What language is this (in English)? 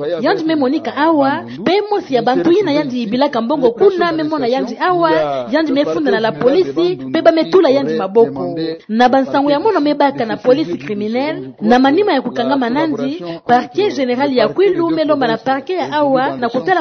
Kituba (Democratic Republic of Congo)